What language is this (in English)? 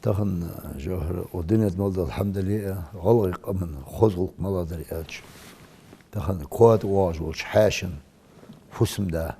Ingush